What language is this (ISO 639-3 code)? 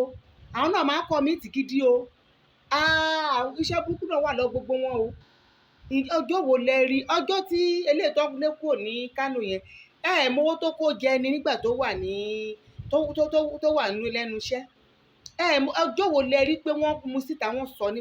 yor